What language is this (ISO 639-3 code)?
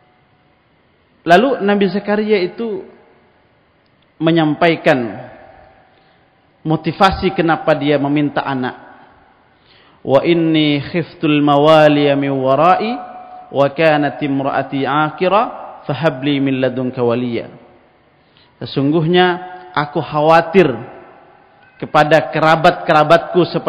ind